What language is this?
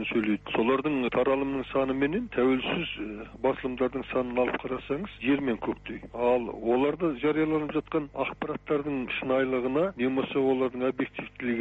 Kazakh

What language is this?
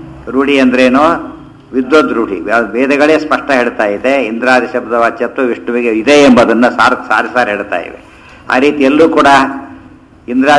Kannada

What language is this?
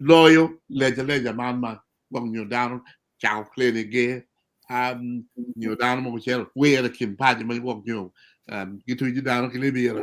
Acoli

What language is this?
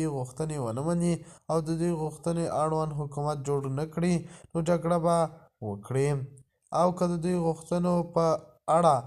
Pashto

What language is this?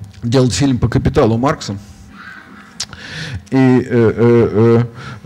Russian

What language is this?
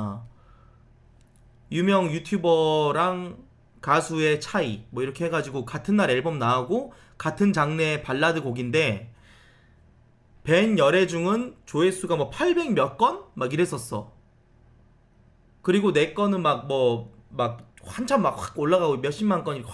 Korean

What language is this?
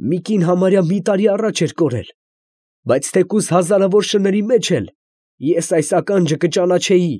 Armenian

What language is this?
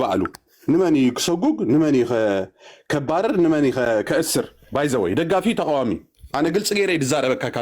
Tigrinya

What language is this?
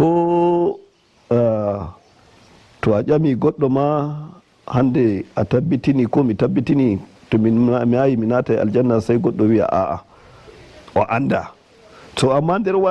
Nigerian Fulfulde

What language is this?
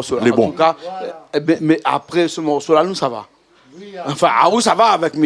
Réunion Creole French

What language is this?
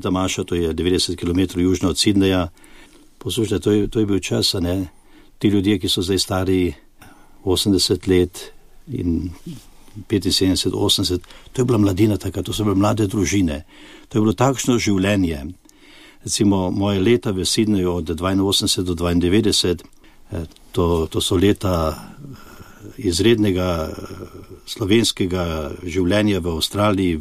Slovenian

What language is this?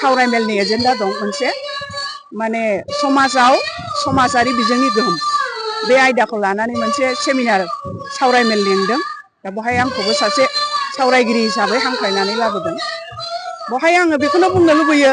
Bodo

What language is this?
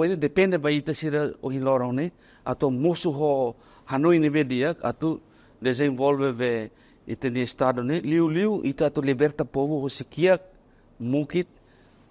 Tetum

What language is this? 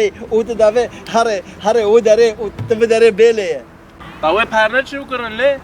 Kurdish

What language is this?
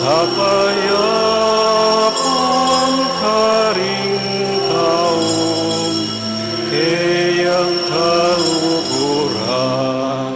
Pampanga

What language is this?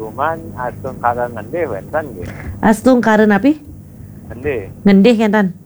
Balinese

